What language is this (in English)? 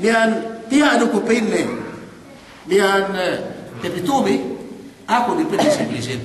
Yakan